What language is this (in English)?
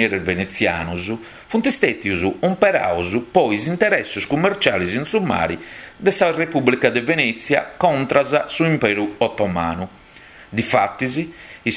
Sardinian